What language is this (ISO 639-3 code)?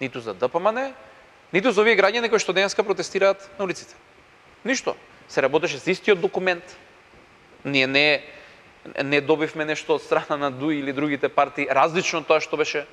mkd